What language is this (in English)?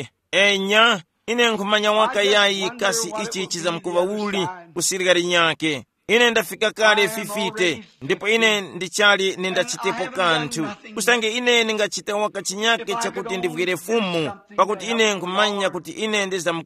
Tumbuka